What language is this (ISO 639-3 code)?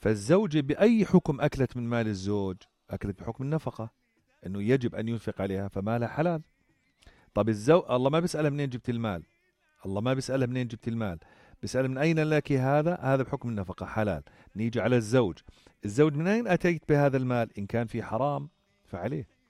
apc